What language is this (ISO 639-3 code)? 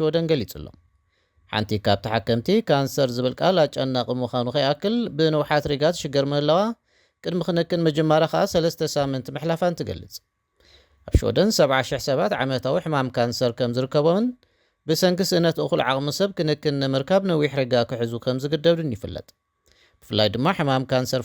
tir